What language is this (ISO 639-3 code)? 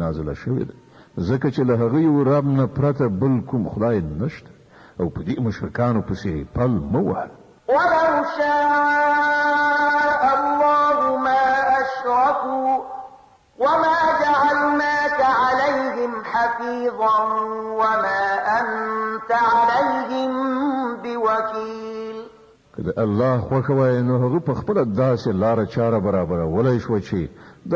pus